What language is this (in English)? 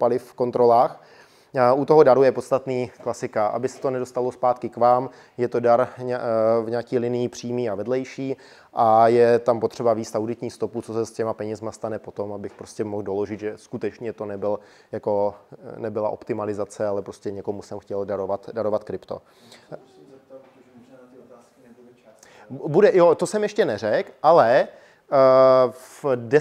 Czech